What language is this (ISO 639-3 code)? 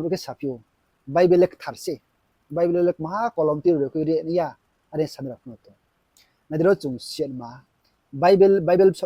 ria